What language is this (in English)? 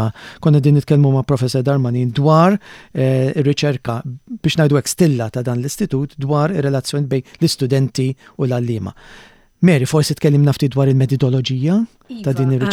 Maltese